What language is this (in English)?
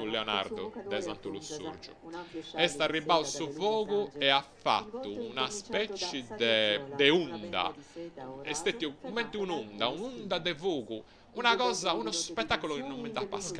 Sardinian